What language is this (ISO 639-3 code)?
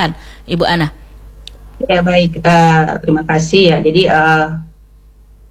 ind